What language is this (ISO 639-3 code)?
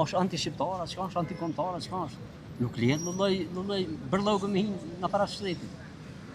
sqi